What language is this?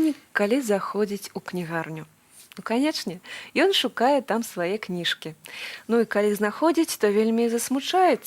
Belarusian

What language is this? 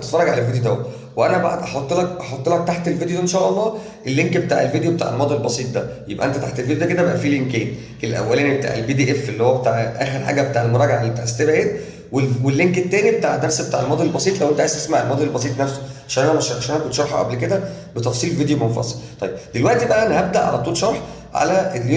Egyptian Arabic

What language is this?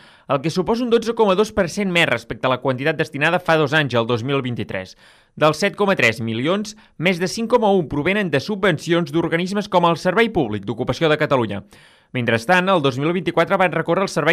Catalan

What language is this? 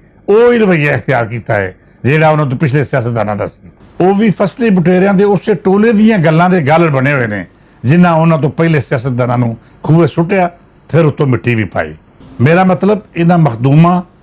Western Panjabi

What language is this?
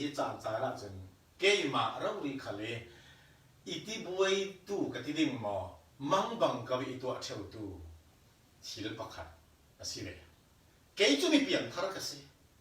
Falam Chin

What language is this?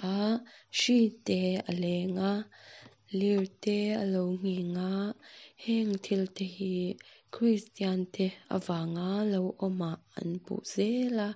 Mizo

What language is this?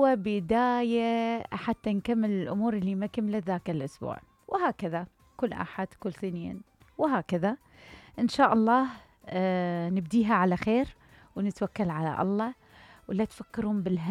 Mesopotamian Arabic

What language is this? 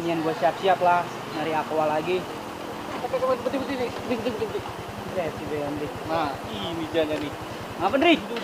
Betawi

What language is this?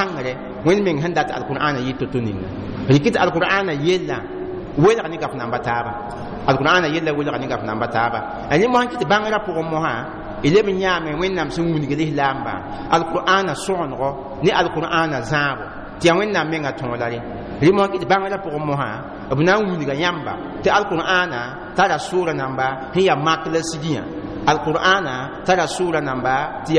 Mossi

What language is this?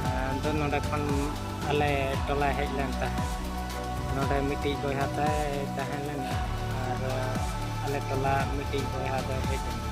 Santali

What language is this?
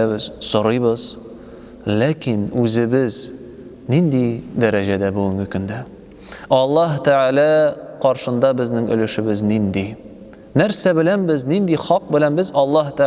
Tatar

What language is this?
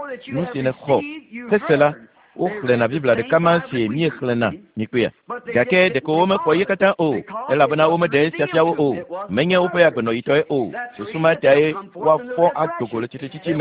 Ewe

